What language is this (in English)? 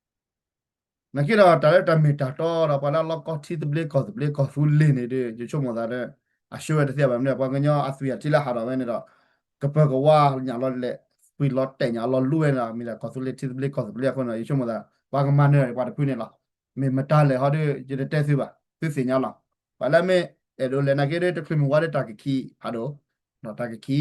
S'gaw Karen